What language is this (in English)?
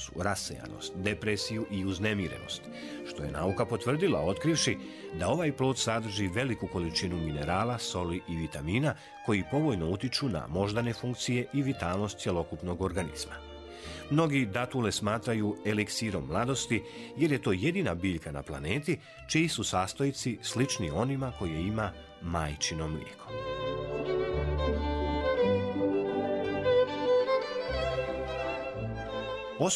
Serbian